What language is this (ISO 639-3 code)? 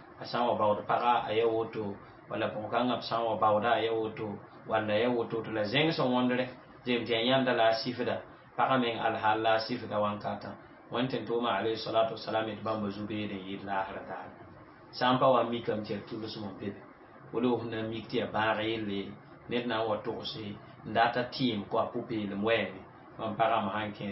mos